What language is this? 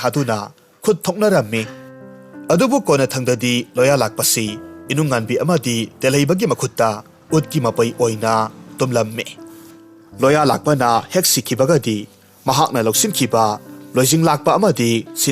Manipuri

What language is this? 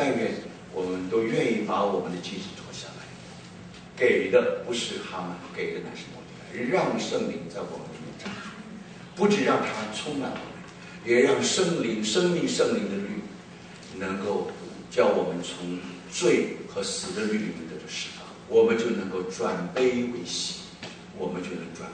Chinese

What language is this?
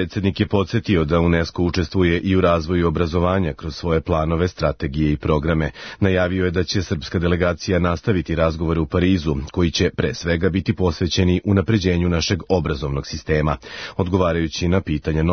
Serbian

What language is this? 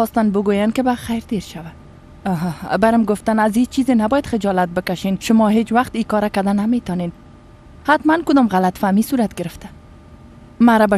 Persian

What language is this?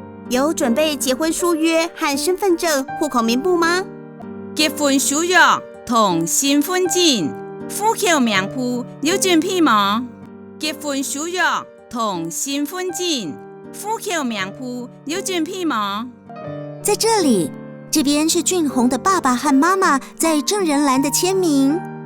Hakka Chinese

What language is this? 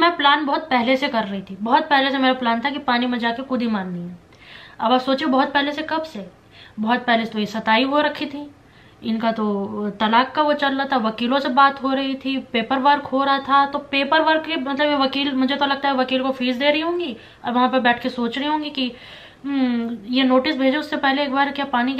Hindi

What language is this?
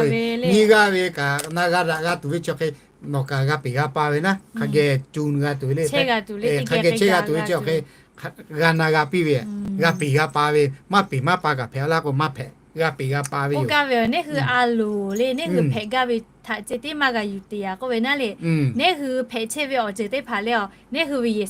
Lahu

